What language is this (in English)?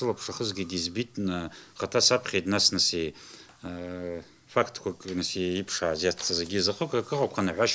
Abkhazian